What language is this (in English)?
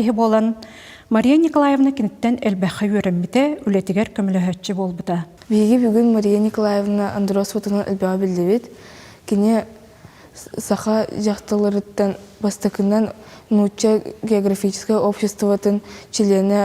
Yakut